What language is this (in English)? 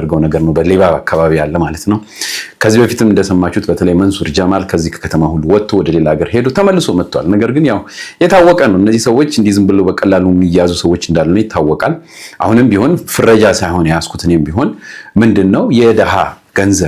Amharic